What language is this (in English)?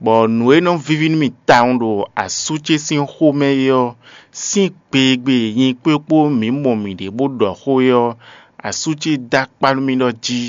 Fon